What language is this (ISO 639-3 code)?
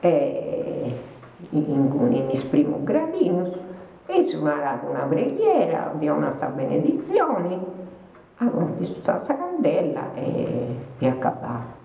srd